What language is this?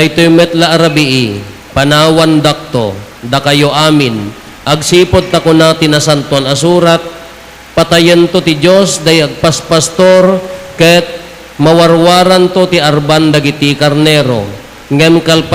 Iloko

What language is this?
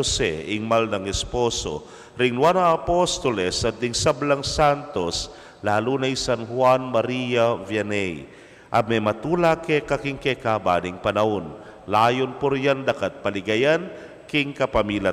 Pampanga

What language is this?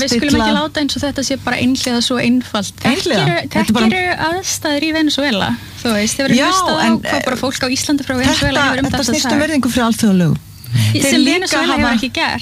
Icelandic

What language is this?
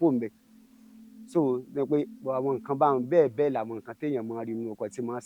Yoruba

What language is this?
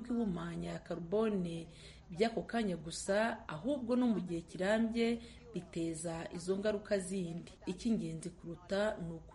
Kinyarwanda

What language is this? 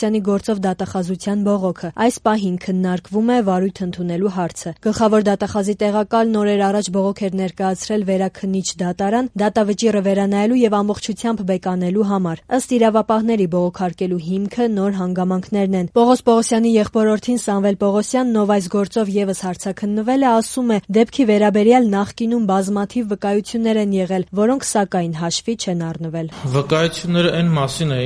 Armenian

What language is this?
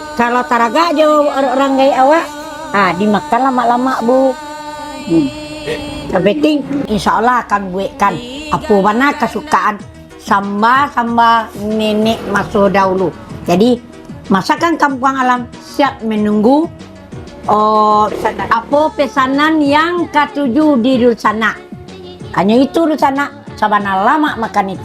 Minangkabau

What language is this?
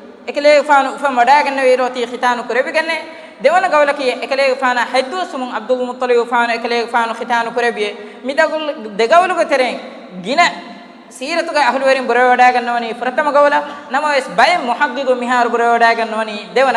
Divehi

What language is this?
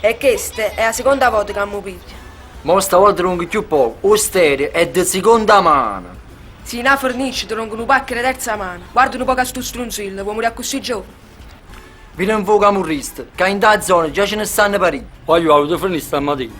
Neapolitan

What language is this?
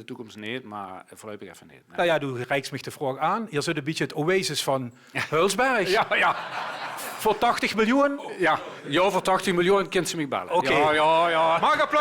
Limburgish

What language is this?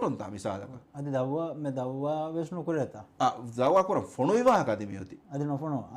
Divehi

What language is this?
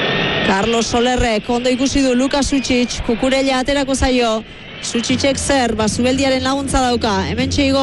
Basque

